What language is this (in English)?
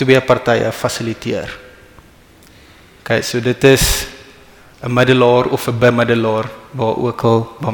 Afrikaans